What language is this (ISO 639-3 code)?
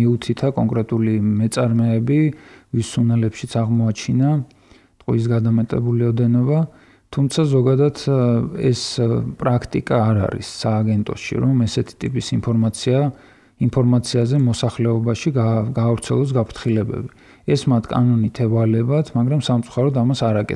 kat